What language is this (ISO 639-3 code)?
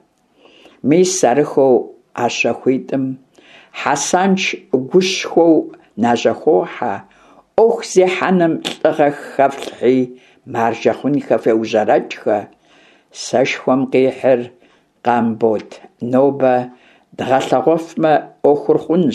kbd